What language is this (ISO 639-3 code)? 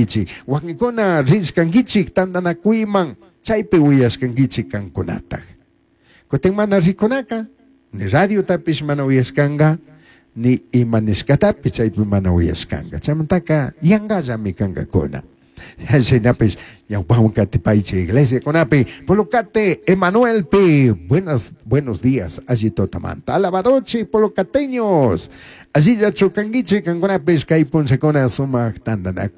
qug